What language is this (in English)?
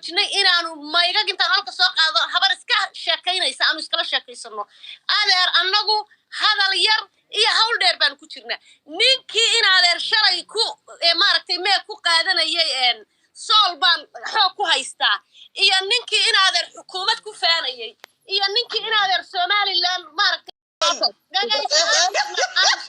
Somali